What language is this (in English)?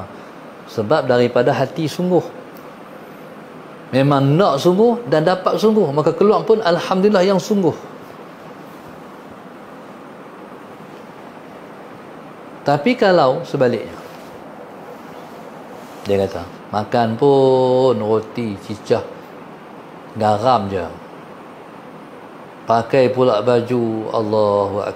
Malay